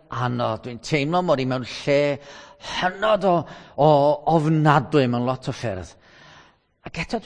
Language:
Welsh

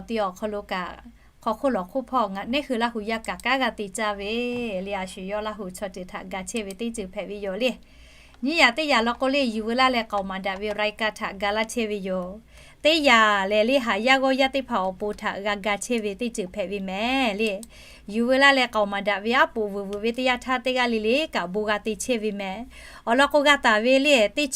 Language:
Lahu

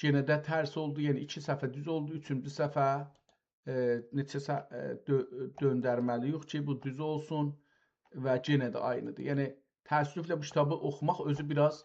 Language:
South Azerbaijani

